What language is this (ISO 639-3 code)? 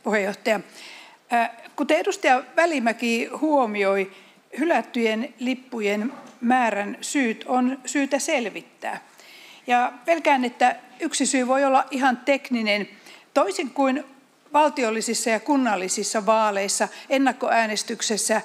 fin